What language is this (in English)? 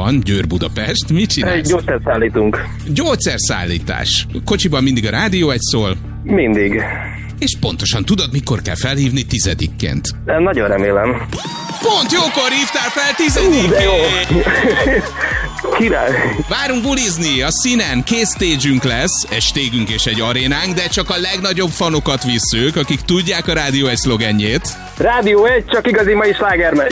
Hungarian